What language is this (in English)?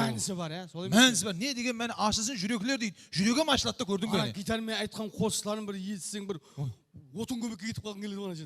Kara-Kalpak